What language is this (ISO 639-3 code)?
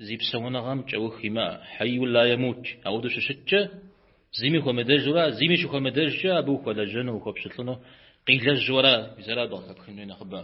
kbd